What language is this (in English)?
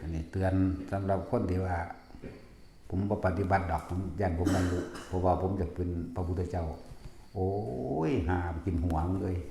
Lao